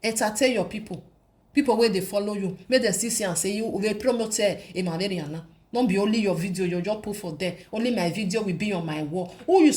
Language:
Nigerian Pidgin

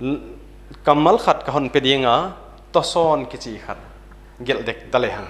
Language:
Paite Chin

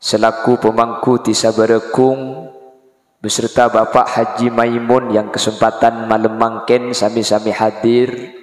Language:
Madurese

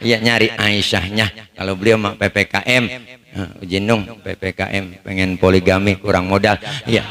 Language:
Betawi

